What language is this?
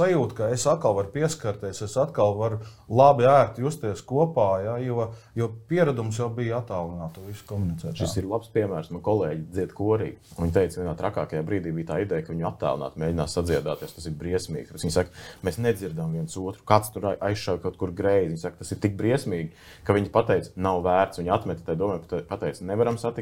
Latvian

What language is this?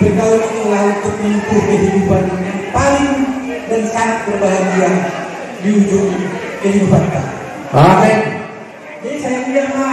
Batak Toba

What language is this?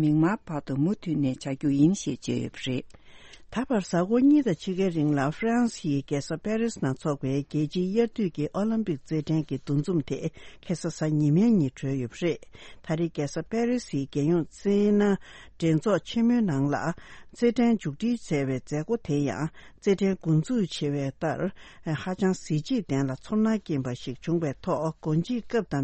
Tibetan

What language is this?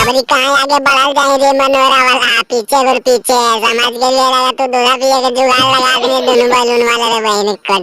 Magahi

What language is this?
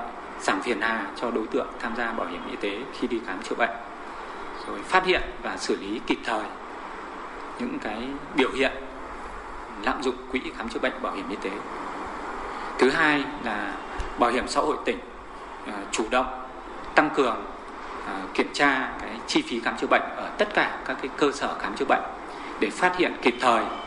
Vietnamese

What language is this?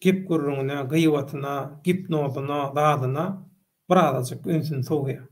Turkmen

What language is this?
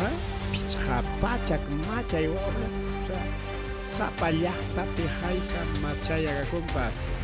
Ayacucho Quechua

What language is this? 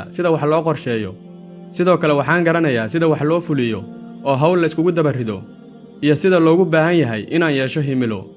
Somali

